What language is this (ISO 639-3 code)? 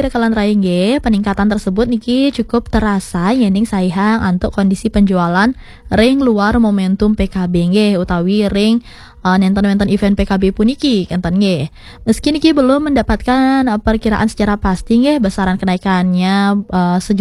ban